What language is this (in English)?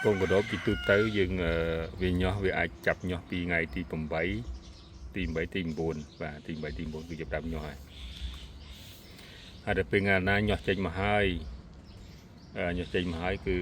Khmer